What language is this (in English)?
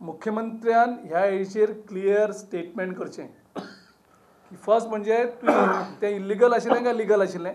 Konkani